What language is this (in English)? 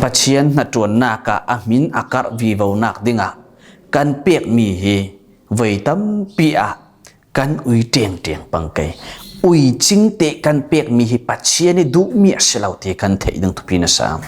Falam Chin